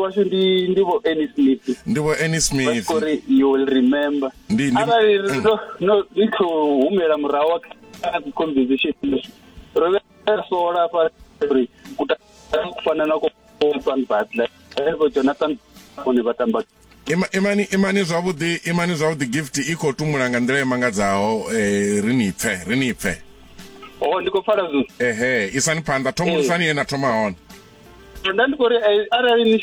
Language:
Venda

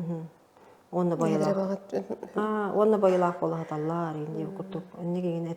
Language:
Yakut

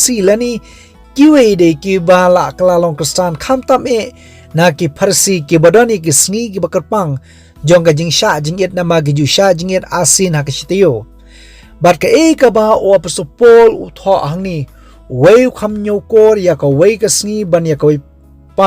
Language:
Khasi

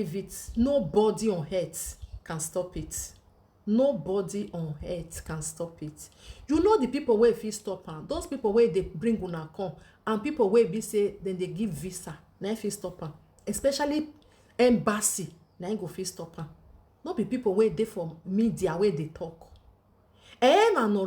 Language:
Nigerian Pidgin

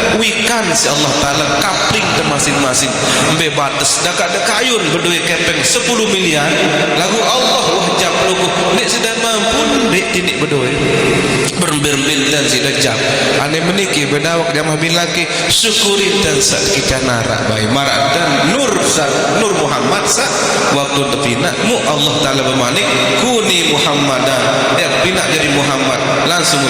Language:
Sasak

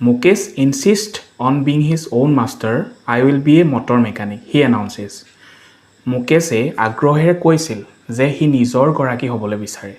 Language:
Assamese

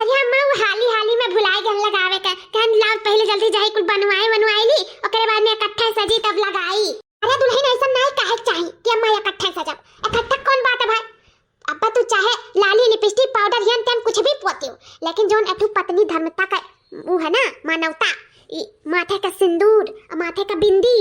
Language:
Awadhi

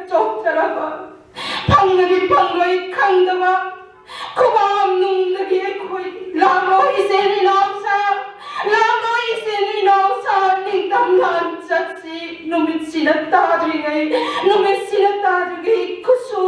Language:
Manipuri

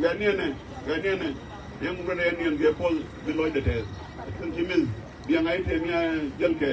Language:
Nuer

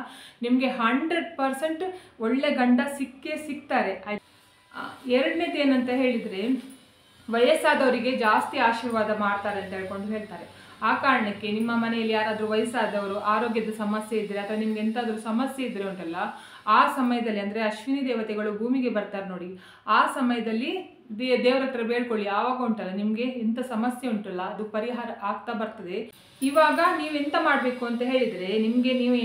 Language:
Kannada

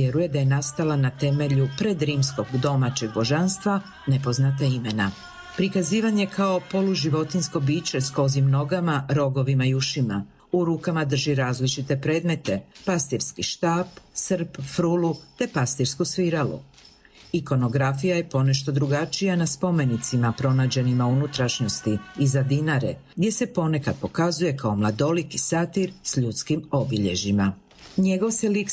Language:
Croatian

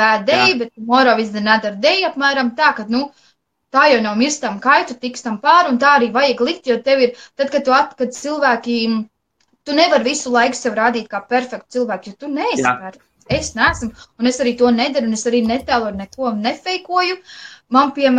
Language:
Latvian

